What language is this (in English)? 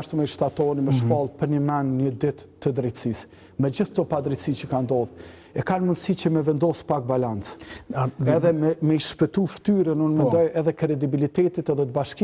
Albanian